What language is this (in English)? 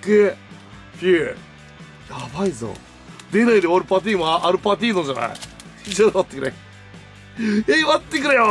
Japanese